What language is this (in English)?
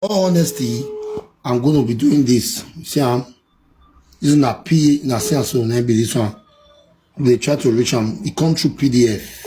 Nigerian Pidgin